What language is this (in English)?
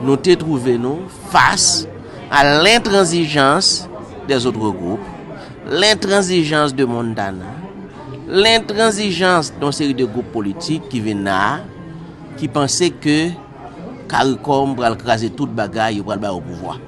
Haitian Creole